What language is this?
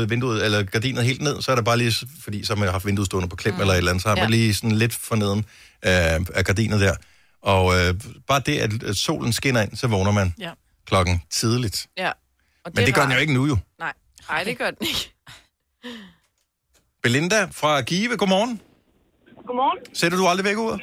Danish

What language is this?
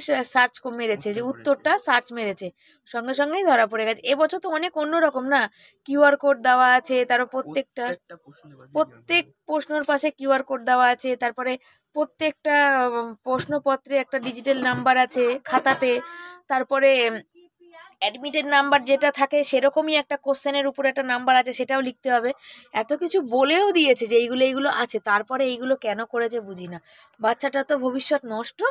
Bangla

